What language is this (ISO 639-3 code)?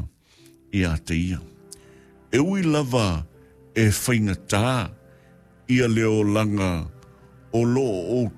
smo